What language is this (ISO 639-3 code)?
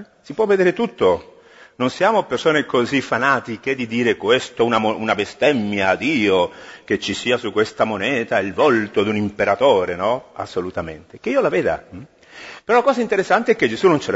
ita